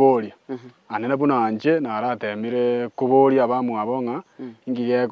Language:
Gusii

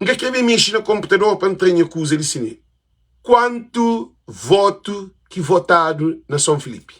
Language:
Kabuverdianu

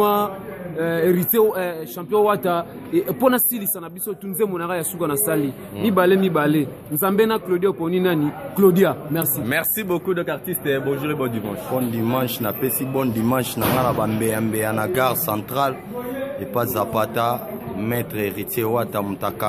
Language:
Lingala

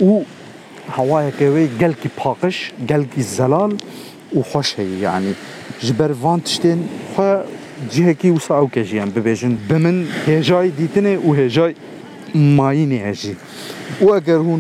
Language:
Kurdish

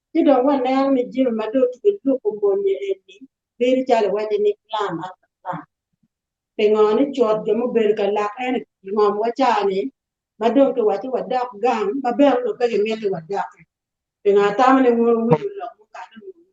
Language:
Acoli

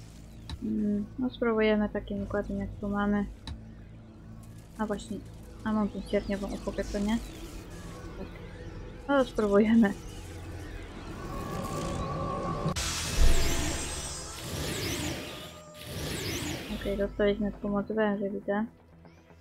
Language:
Polish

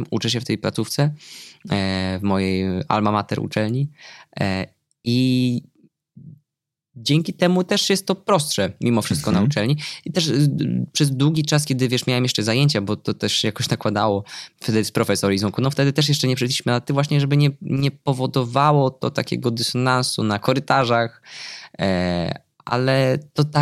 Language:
Polish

